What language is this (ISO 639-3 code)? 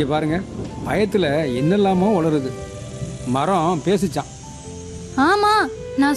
tam